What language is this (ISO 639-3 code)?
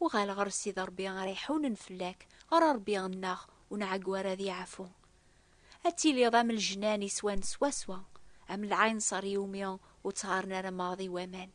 kab